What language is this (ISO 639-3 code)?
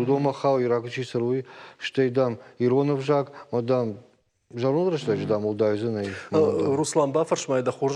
oss